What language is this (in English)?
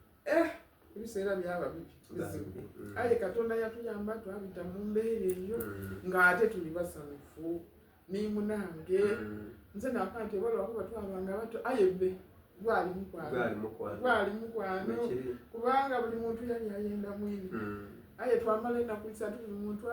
Soga